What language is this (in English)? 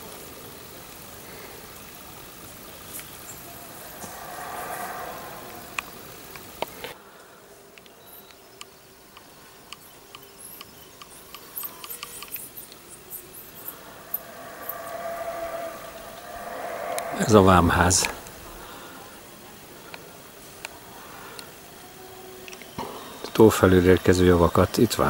Hungarian